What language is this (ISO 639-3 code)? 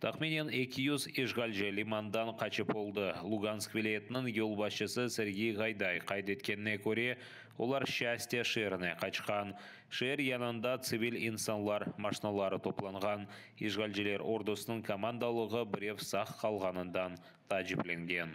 crh